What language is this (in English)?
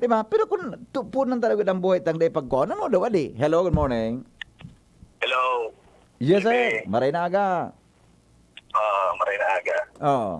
Bikol